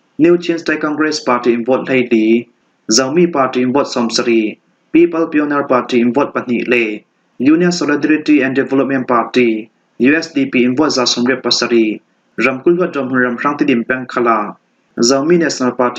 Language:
Falam Chin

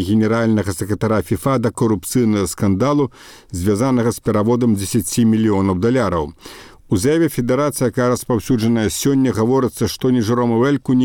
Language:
Belarusian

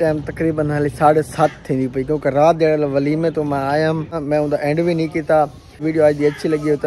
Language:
Saraiki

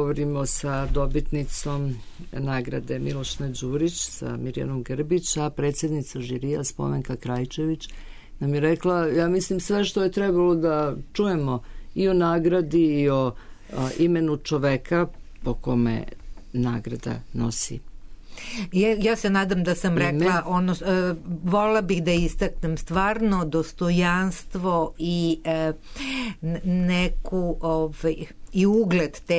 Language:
Serbian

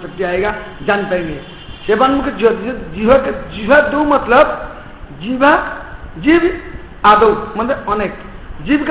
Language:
Hindi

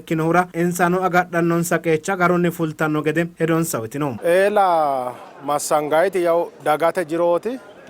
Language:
Sidamo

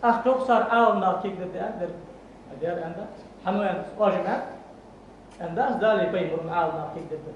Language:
Ingush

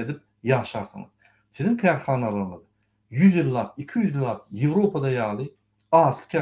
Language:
Turkmen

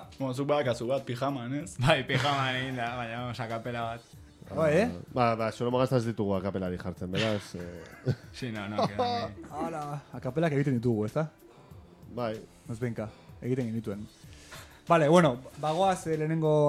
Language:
Basque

